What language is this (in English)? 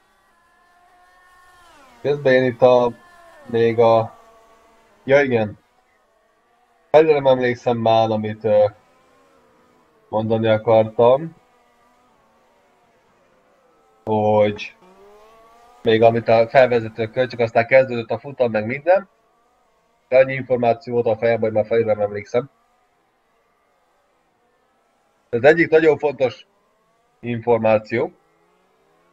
Hungarian